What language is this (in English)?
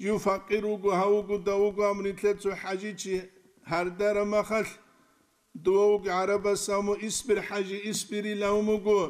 Avaric